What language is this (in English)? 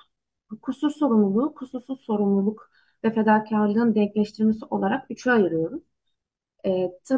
Turkish